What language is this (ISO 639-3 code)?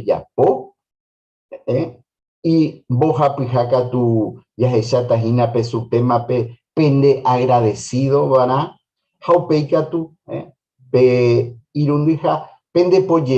grn